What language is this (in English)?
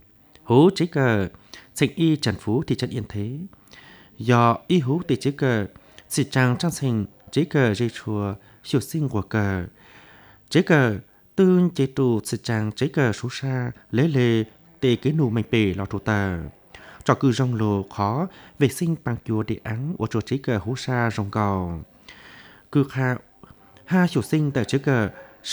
Vietnamese